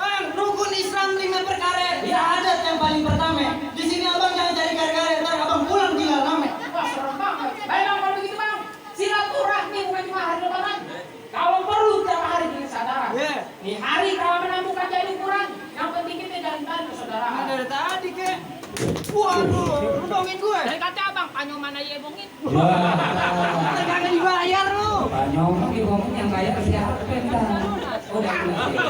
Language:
Betawi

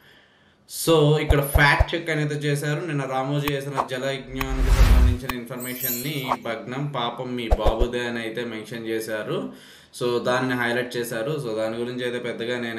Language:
Telugu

